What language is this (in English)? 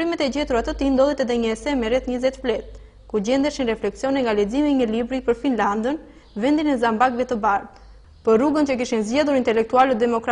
Albanian